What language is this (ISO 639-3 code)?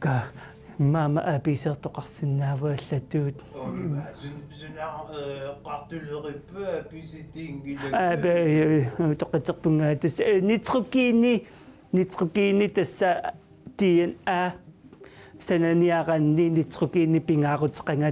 kal